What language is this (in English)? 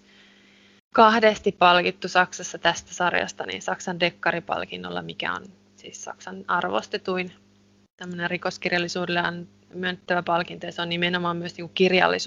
Finnish